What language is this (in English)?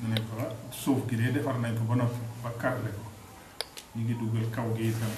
Wolof